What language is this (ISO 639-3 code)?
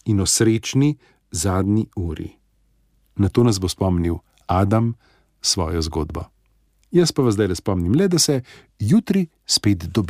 slv